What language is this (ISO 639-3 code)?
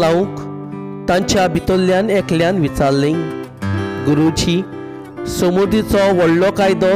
kok